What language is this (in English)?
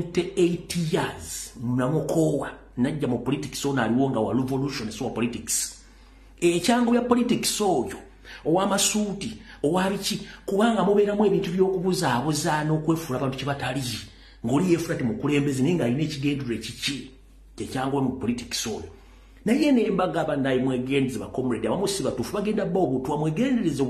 Ganda